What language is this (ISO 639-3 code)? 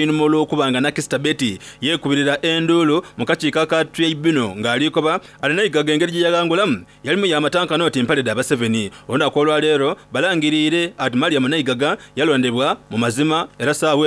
xog